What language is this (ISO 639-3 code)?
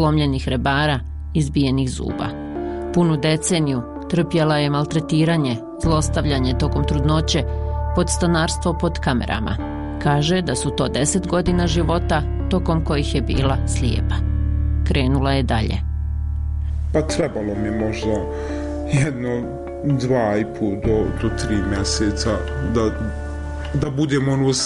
bos